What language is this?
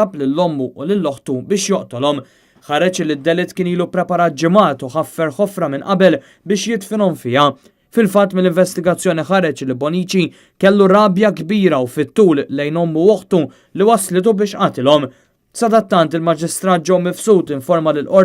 Maltese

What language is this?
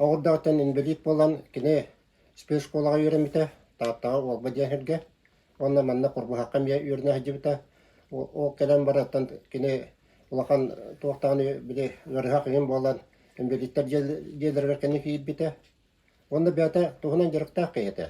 Yakut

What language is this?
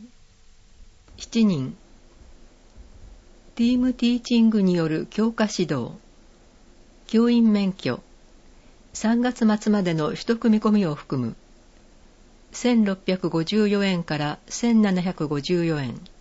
Japanese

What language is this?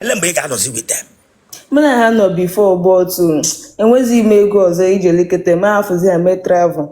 Igbo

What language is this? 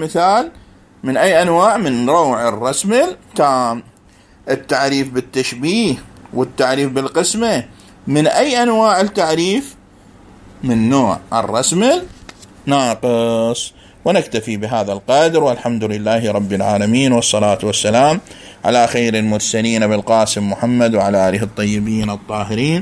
Mesopotamian Arabic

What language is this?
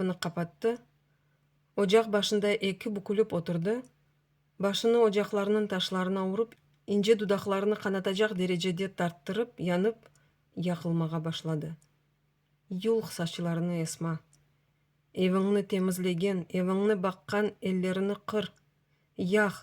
Crimean Tatar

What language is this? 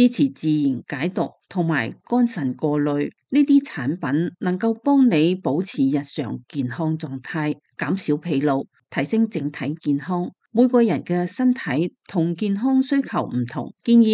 Cantonese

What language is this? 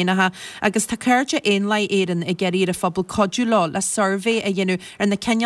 Irish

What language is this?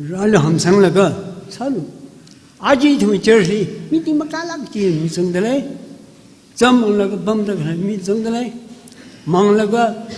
Tangkhul Naga (India)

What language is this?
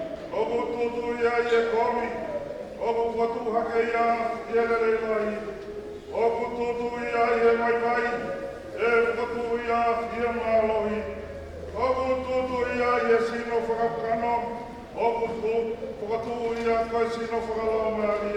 Tongan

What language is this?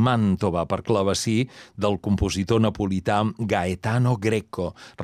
Catalan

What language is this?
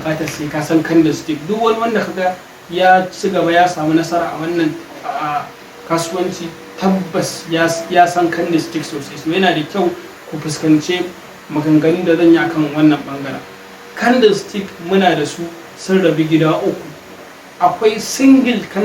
Hausa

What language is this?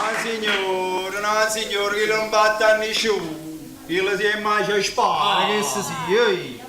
Neapolitan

